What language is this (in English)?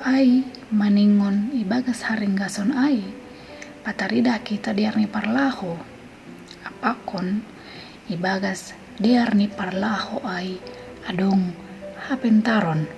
Batak Simalungun